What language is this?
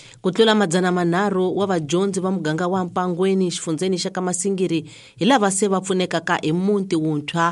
Tsonga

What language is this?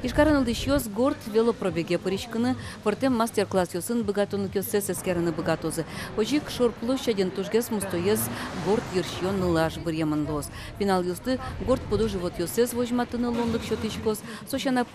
Udmurt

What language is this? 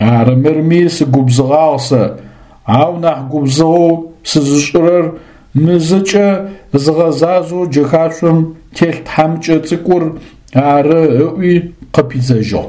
Adyghe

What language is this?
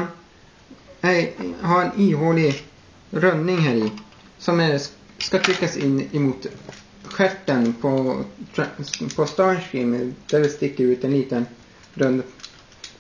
Swedish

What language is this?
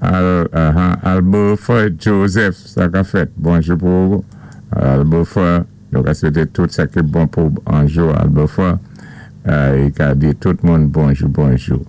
Saint Lucian Creole French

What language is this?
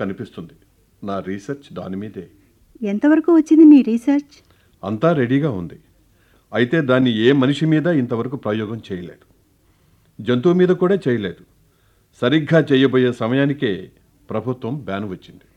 Telugu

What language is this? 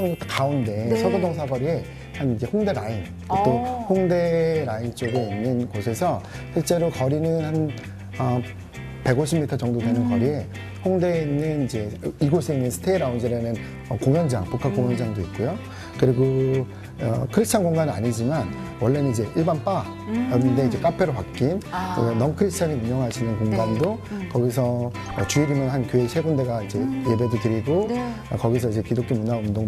Korean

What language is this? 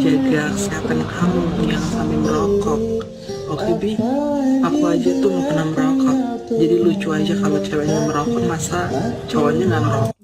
Banjar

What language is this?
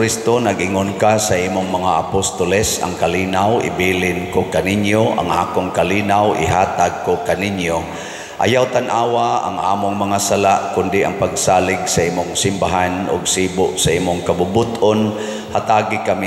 Cebuano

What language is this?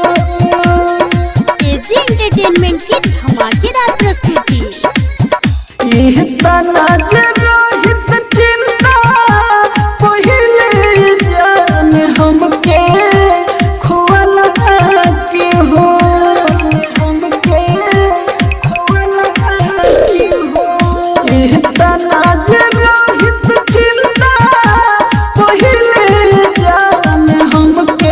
Bhojpuri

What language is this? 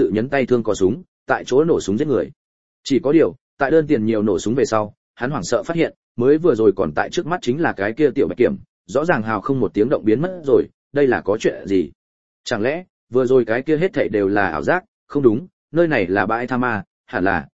Vietnamese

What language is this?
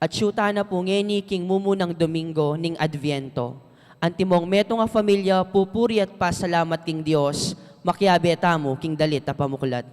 Pampanga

